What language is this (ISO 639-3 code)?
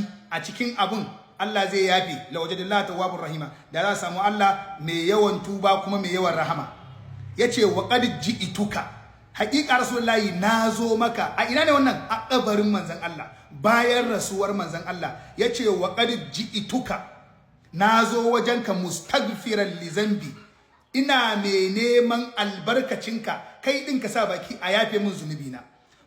hau